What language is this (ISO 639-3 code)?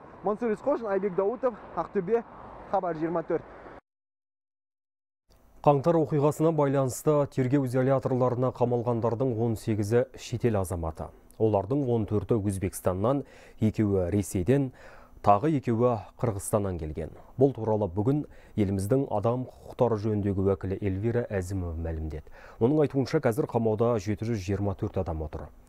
kaz